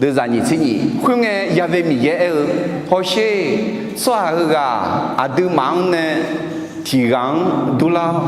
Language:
Akha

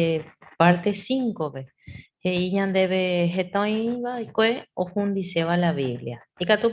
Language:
Guarani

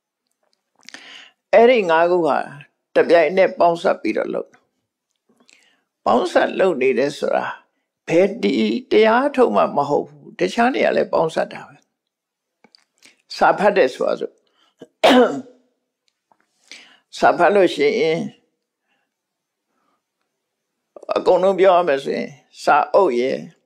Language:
Burmese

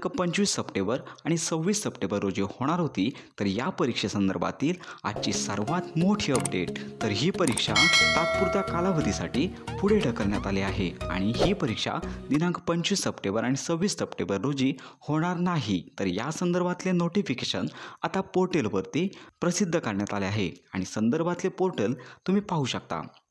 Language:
Marathi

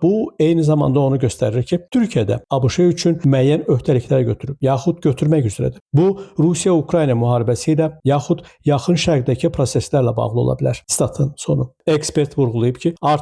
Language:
Azerbaijani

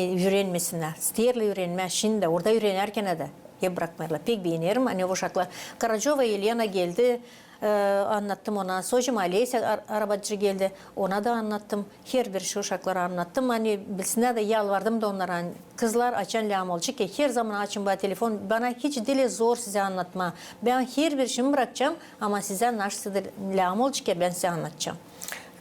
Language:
Gagauz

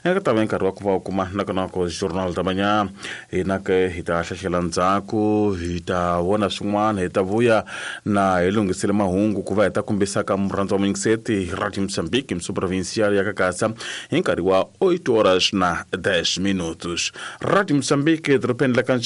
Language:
Tsonga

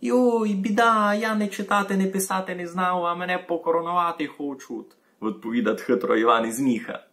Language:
Rusyn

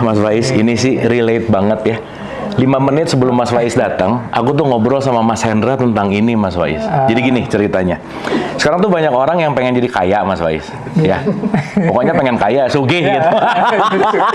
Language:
Indonesian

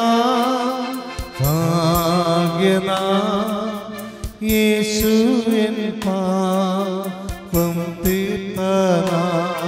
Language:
Malayalam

